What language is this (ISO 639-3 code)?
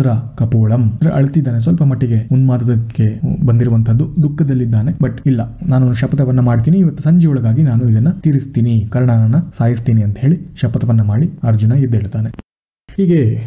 kan